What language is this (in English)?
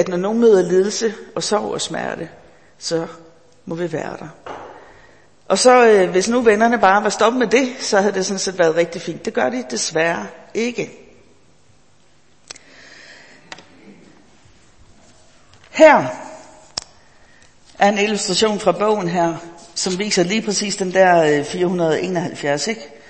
Danish